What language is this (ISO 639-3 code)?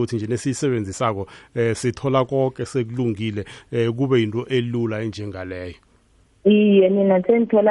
nbl